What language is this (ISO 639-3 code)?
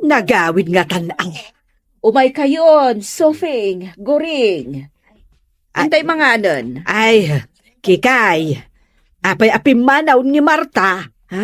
ilo